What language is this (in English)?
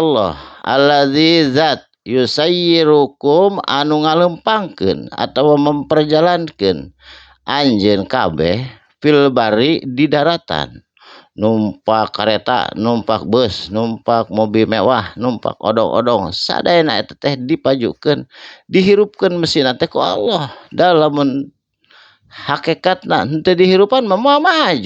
Sundanese